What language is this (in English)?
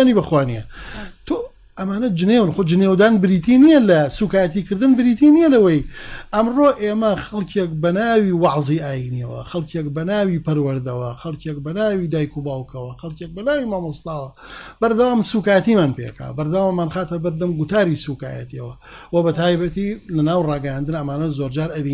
Central Kurdish